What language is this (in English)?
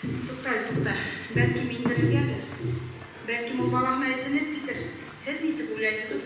Bashkir